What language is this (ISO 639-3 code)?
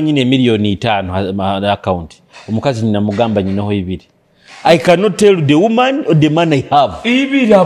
nyo